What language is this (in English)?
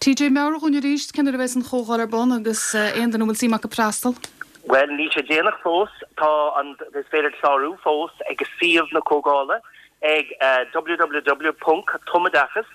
Irish